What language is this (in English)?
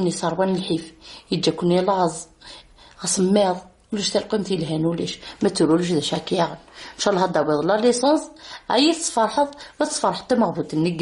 Kabyle